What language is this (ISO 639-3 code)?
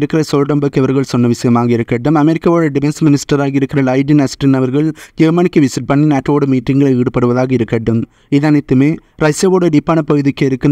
tam